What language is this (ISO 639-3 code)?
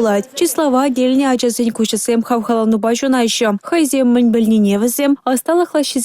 chv